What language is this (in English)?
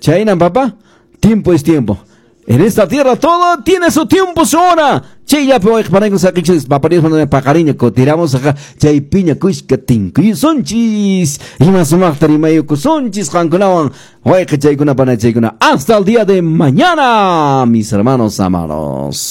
Quechua